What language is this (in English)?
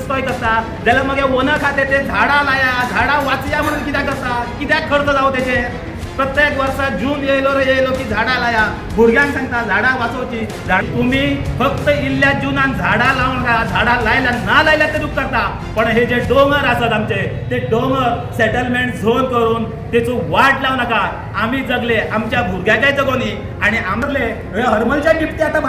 Konkani